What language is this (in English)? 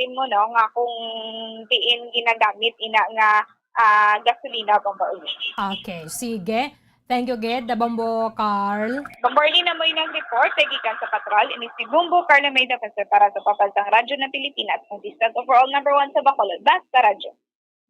Hiligaynon